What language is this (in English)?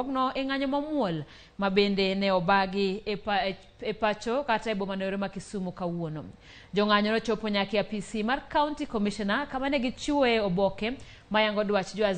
Luo (Kenya and Tanzania)